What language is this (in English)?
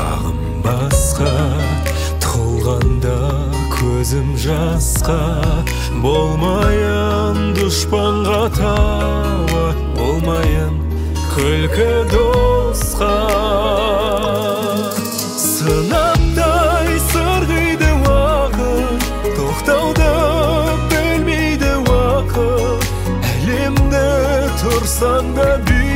Kazakh